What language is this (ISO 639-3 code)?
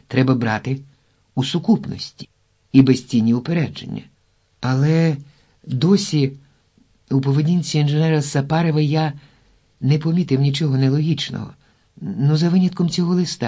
ukr